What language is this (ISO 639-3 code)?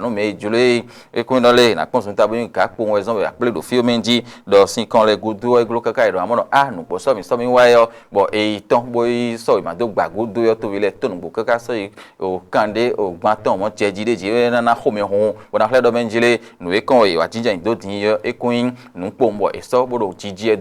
fon